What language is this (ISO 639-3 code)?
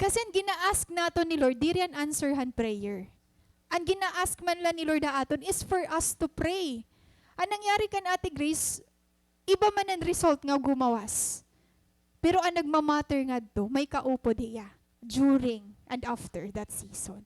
war